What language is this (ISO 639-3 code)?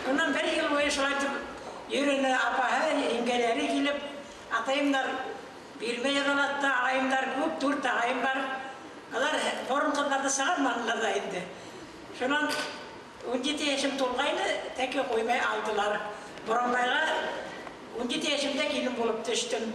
bak